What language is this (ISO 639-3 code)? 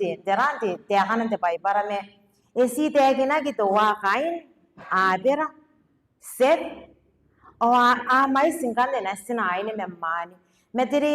gil